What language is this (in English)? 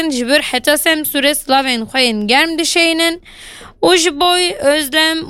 Kurdish